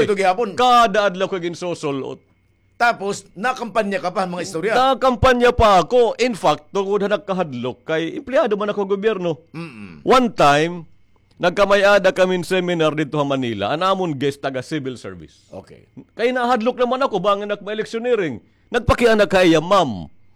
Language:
Waray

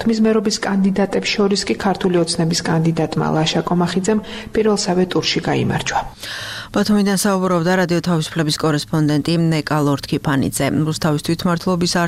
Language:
Georgian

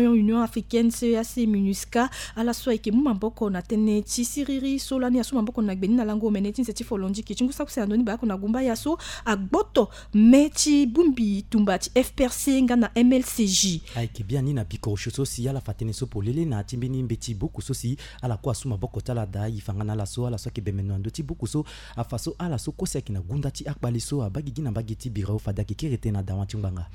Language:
Sango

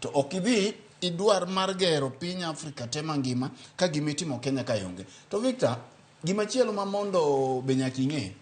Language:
Luo (Kenya and Tanzania)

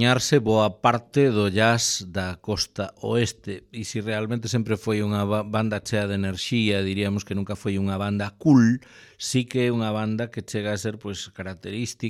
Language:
Galician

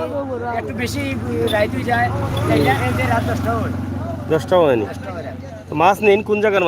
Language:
Sylheti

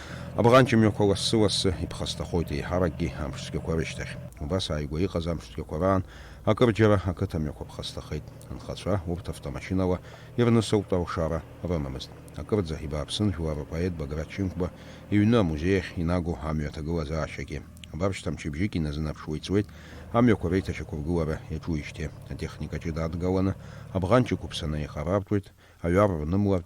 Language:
Abkhazian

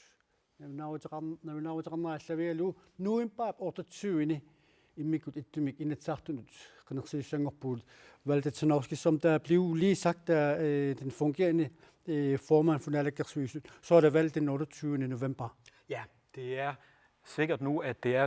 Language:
Kalaallisut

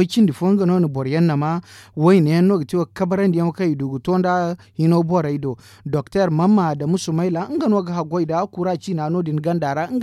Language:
Zarma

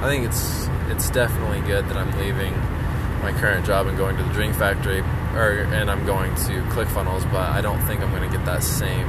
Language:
English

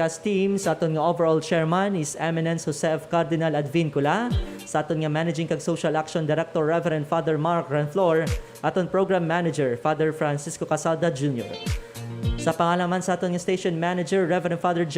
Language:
Hiligaynon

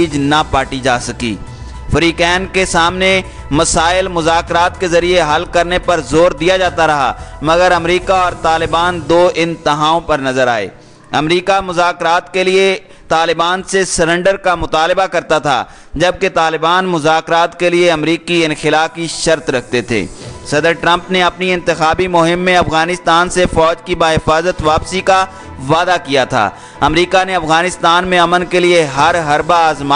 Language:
Urdu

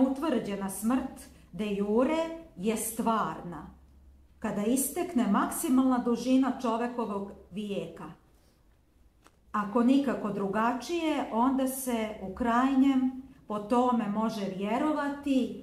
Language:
Serbian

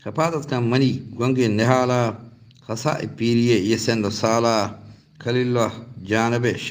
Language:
Eastern Balochi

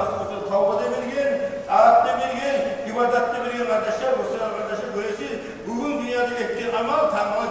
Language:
Kumyk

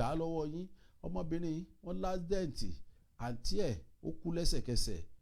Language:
Yoruba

